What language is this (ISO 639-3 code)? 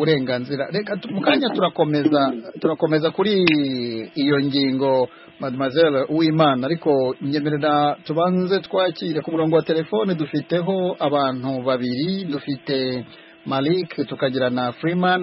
kin